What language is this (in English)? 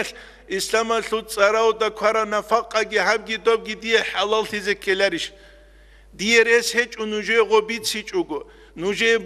Avaric